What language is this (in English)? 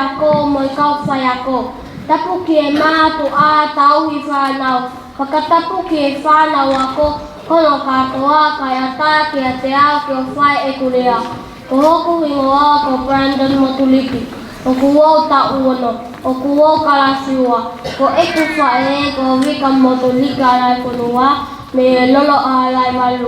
Tongan